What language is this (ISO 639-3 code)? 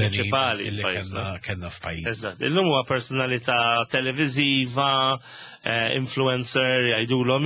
mlt